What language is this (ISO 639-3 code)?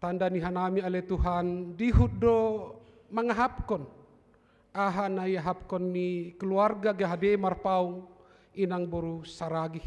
bts